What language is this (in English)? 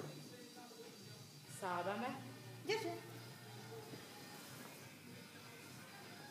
Estonian